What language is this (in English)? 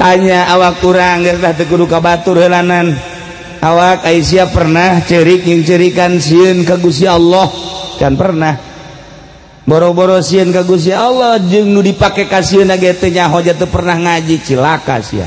Sundanese